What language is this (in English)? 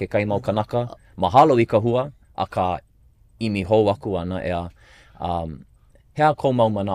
Hawaiian